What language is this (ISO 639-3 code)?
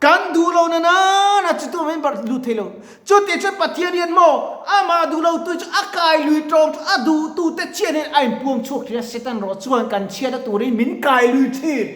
lus